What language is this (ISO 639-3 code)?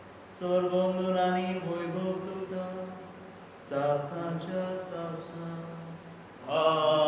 kok